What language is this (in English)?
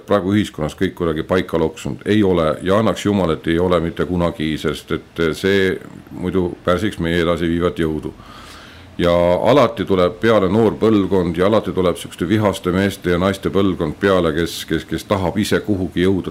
Estonian